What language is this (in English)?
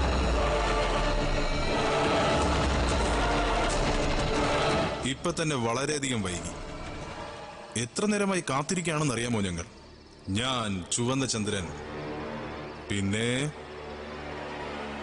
Malayalam